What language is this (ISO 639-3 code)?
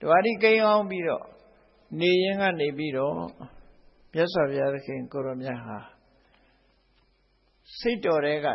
mya